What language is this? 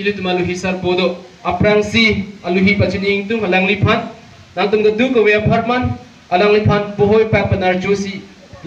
Karbi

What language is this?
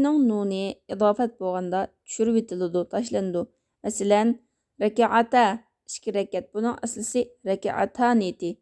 Uyghur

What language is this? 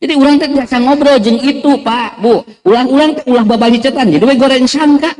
Sundanese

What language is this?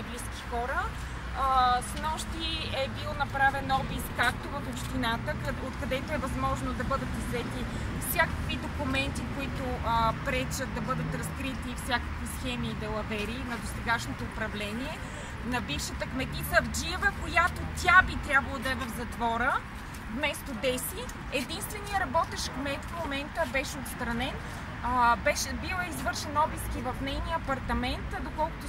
Bulgarian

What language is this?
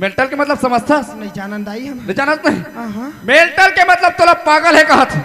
Chhattisgarhi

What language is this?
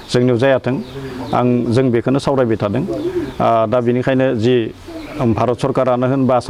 Bodo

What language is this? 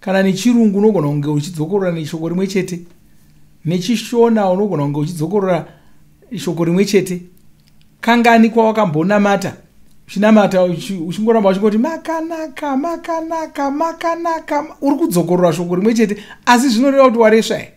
Shona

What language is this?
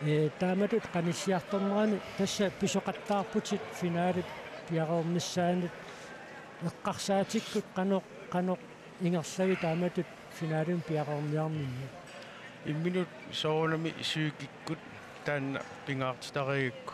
Kalaallisut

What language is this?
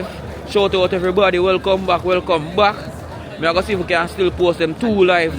Jamaican Creole English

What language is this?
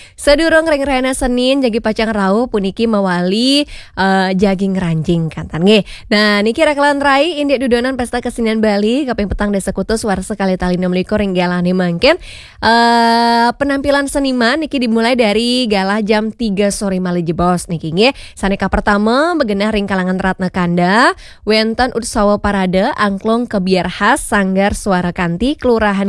Balinese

